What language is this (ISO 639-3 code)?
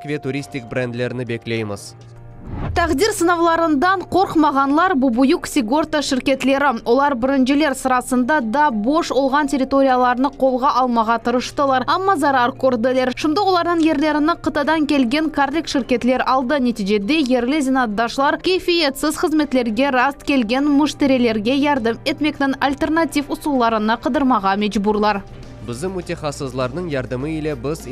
crh